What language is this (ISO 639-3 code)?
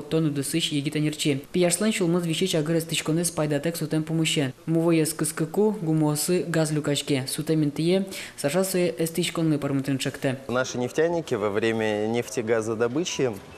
udm